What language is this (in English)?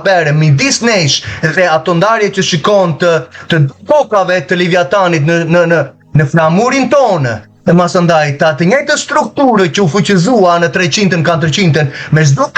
Albanian